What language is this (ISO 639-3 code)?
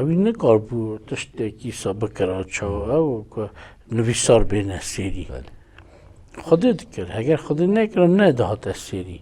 kur